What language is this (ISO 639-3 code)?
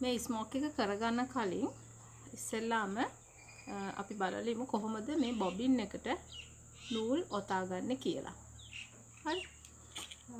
sin